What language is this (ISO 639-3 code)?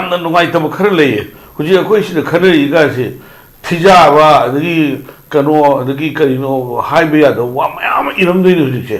mni